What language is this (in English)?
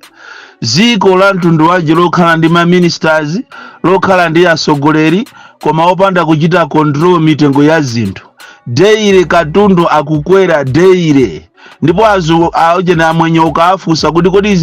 Nyanja